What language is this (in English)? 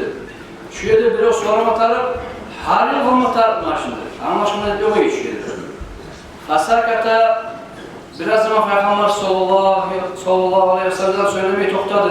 Kumyk